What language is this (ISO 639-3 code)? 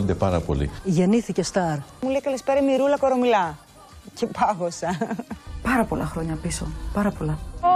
ell